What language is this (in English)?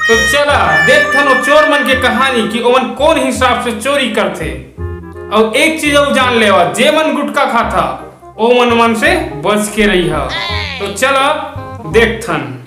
Chhattisgarhi